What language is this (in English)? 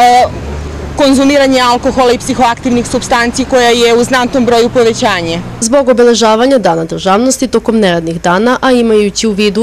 Serbian